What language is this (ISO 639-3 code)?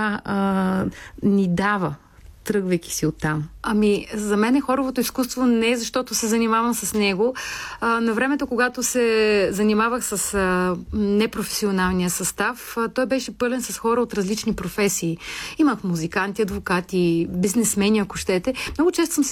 bul